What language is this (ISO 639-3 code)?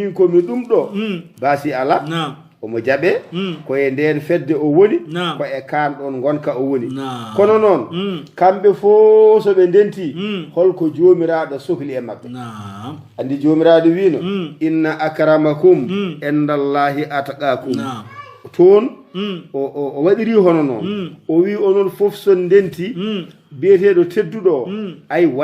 ful